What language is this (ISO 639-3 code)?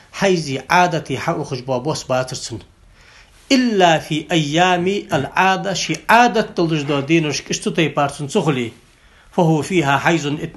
inh